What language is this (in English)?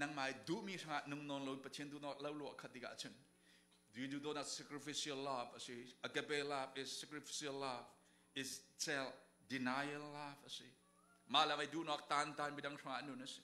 Falam Chin